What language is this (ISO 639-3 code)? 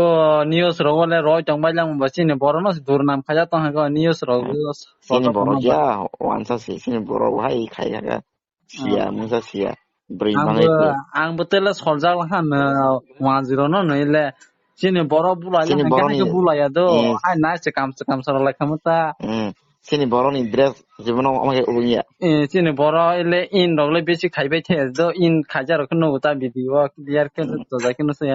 trp